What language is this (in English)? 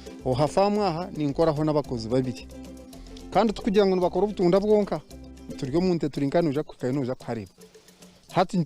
Nyankole